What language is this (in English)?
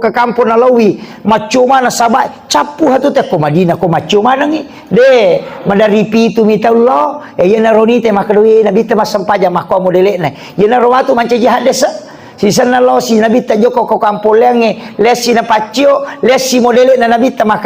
Buginese